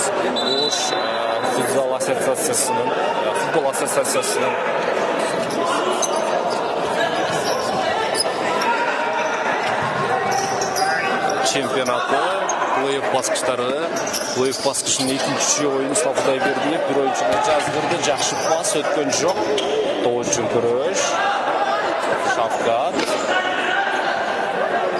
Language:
Kyrgyz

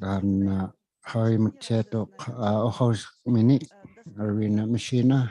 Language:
Inuktitut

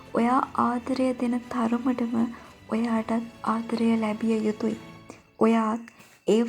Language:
Sinhala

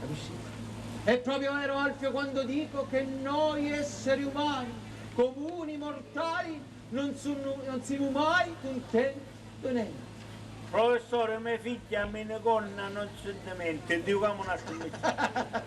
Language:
Sicilian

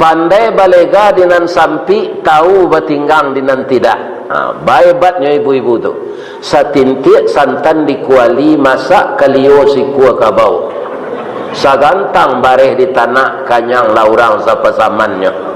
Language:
Minangkabau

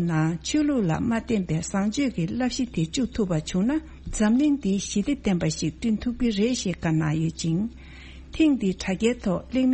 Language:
Tibetan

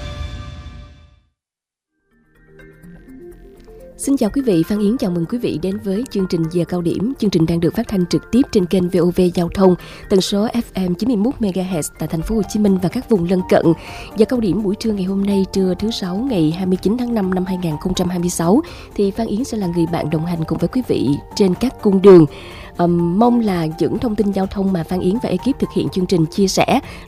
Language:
Vietnamese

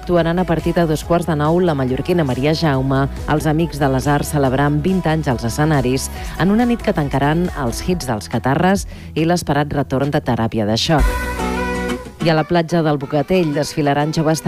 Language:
Catalan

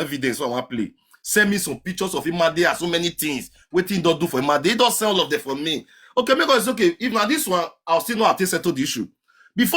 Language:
Nigerian Pidgin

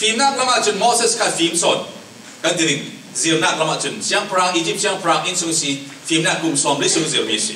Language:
Falam Chin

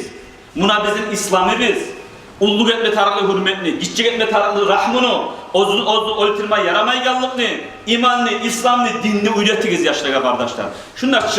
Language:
Kumyk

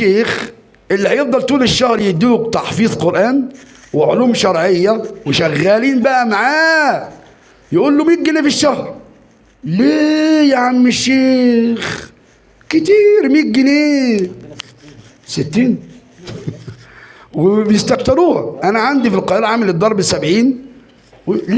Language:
Egyptian Arabic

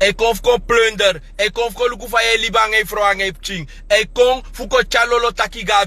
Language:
Sranan Tongo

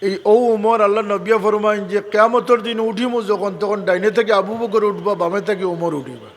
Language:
Sylheti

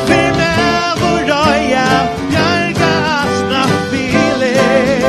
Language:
Faroese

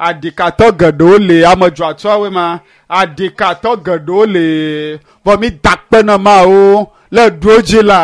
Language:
Ewe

